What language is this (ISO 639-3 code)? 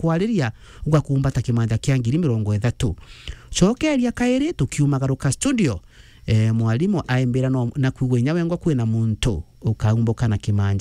mer